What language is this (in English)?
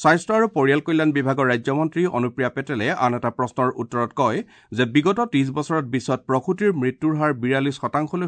Assamese